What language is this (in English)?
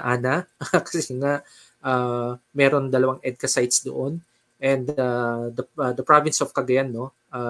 Filipino